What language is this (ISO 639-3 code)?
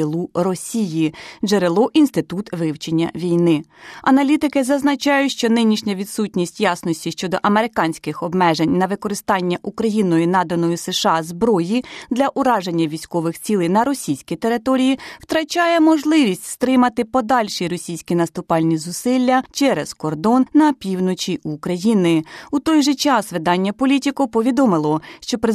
ukr